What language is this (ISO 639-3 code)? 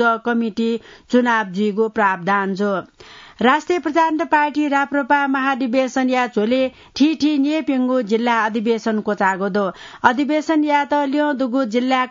new